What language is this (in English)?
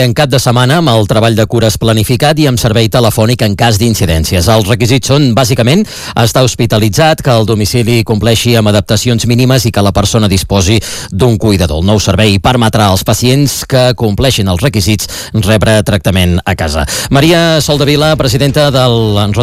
Catalan